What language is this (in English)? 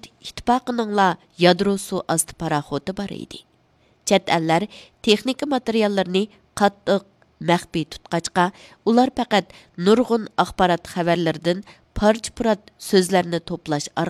Uyghur